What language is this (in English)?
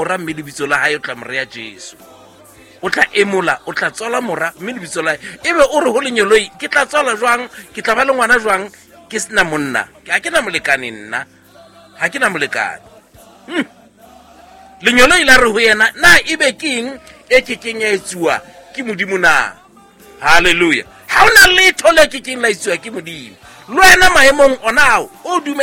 Southern Sotho